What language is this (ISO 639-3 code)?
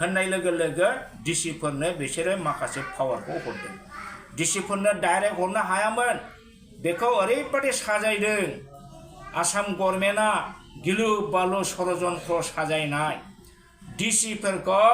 brx